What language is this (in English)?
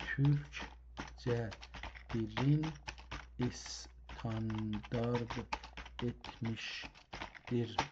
South Azerbaijani